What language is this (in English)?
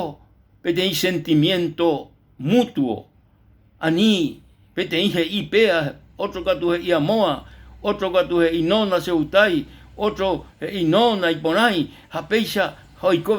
Guarani